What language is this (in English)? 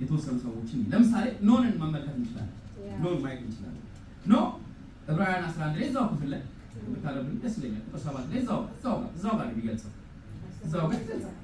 Amharic